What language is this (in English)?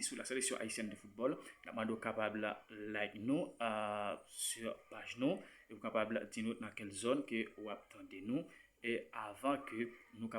Haitian Creole